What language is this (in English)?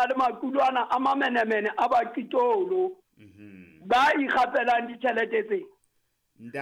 Southern Sotho